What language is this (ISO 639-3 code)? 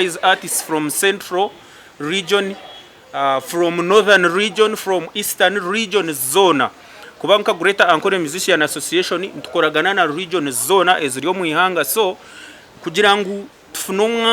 nyn